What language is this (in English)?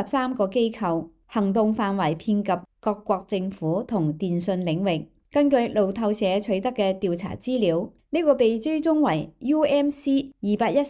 Cantonese